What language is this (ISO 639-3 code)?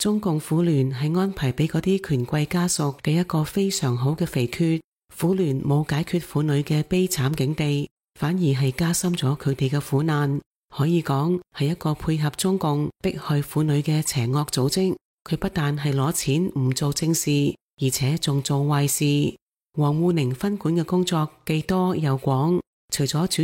yue